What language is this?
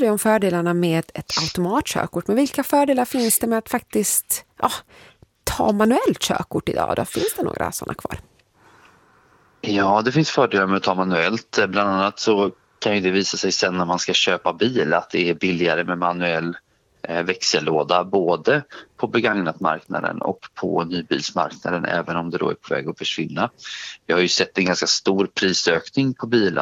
Swedish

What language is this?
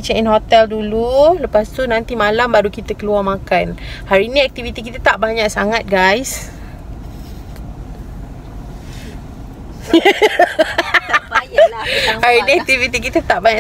Malay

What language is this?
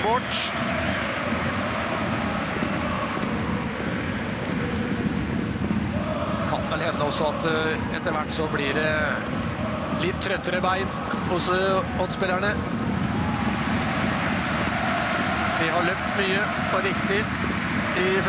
Norwegian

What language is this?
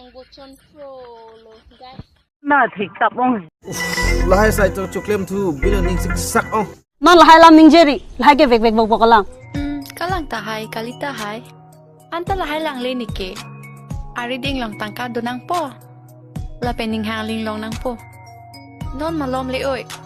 Karbi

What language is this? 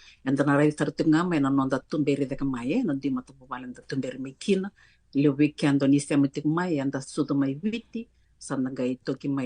Fijian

